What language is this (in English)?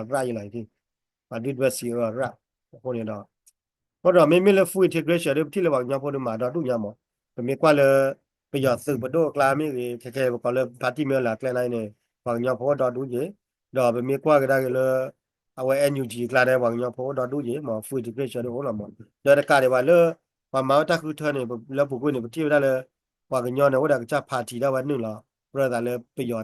S'gaw Karen